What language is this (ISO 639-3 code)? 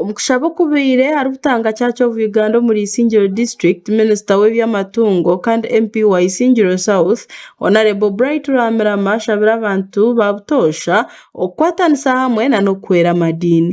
nyn